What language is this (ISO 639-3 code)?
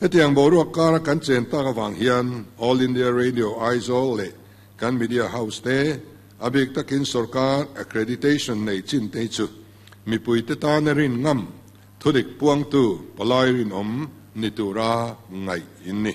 lus